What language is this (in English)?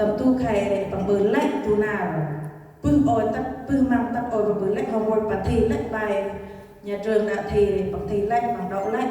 Central Mnong